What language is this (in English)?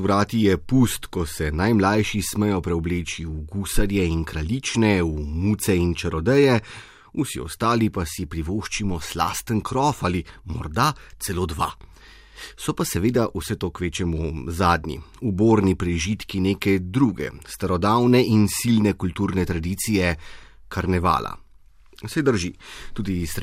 Slovenian